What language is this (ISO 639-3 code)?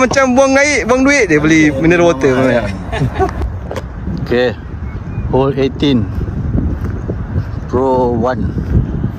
msa